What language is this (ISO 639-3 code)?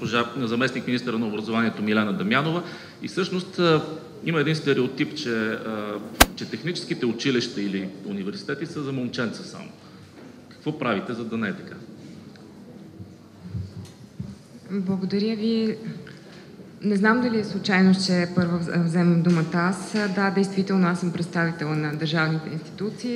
bul